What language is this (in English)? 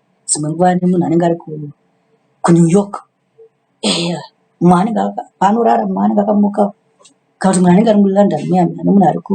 Shona